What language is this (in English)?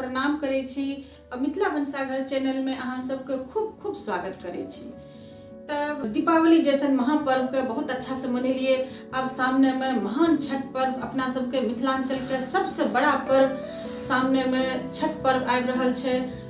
Maithili